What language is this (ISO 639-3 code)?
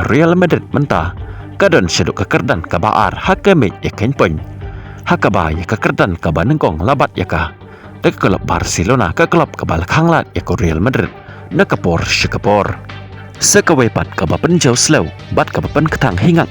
kha